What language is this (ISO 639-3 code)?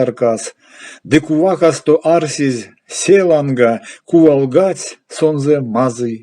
myv